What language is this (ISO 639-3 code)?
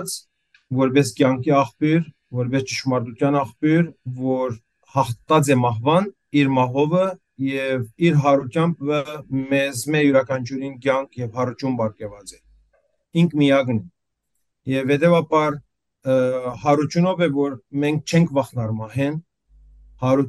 hyw